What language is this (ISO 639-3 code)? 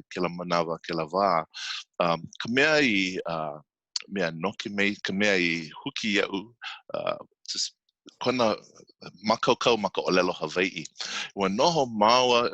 haw